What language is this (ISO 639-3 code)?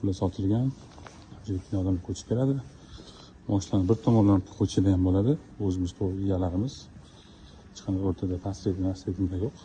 uzb